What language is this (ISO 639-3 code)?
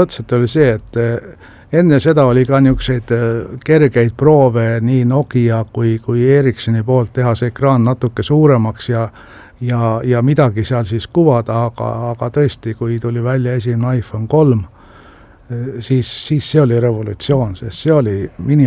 est